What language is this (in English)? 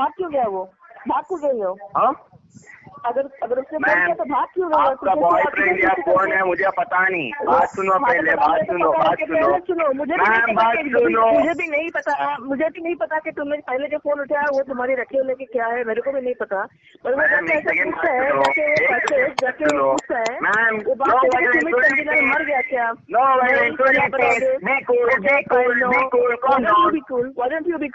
Hindi